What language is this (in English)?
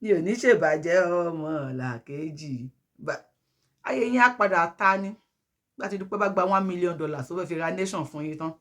Yoruba